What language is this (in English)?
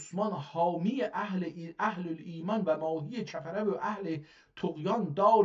South Azerbaijani